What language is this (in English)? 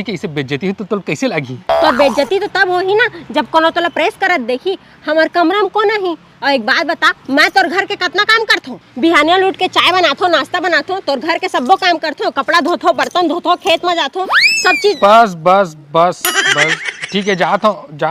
Chhattisgarhi